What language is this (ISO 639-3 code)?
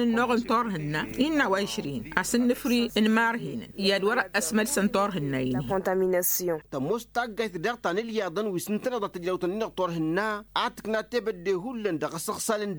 taq